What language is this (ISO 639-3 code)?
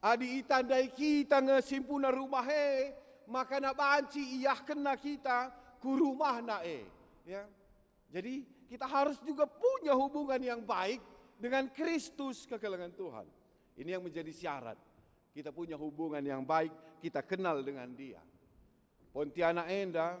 btx